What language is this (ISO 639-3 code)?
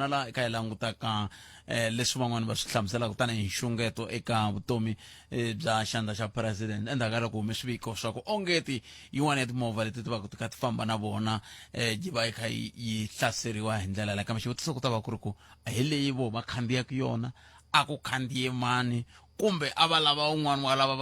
tso